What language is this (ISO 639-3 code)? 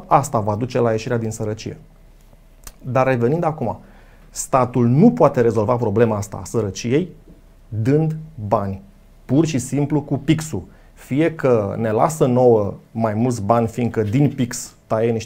ron